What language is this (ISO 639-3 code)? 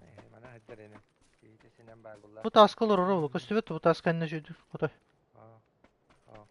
sah